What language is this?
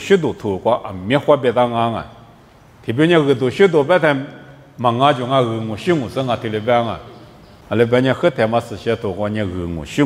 Lisu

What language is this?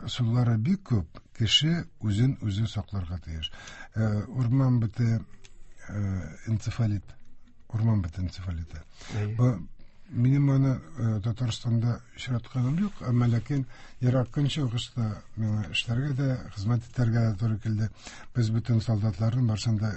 Tatar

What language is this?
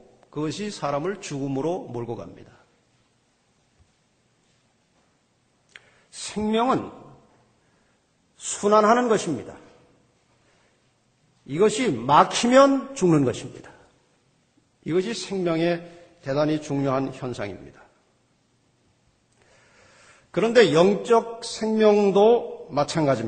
Korean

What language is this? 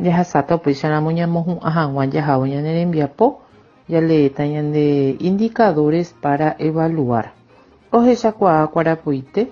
Guarani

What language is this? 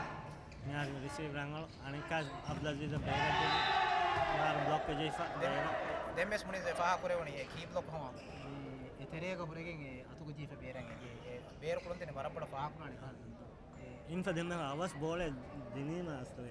Divehi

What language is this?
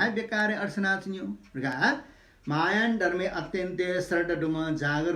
Newari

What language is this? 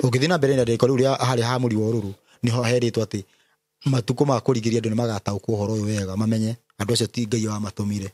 Kikuyu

